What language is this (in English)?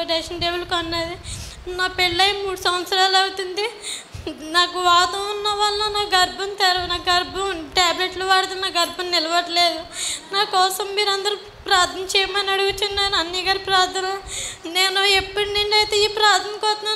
Telugu